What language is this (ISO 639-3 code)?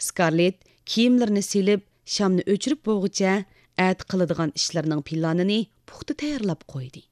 uig